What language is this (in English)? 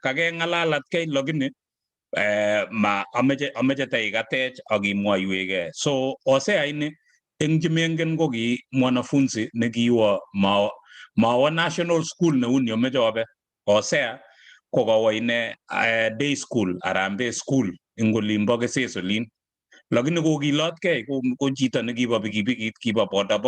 Kalenjin